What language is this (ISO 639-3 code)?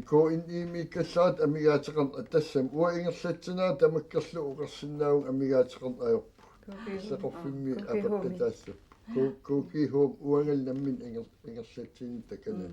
kal